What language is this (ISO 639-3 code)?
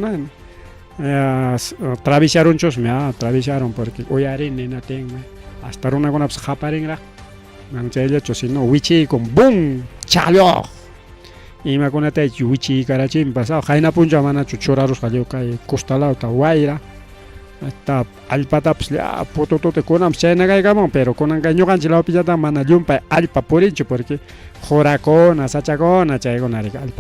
quy